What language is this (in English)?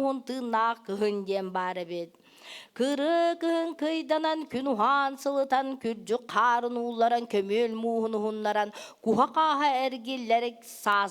Yakut